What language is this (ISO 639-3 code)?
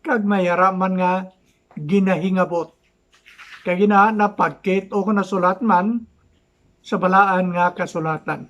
hil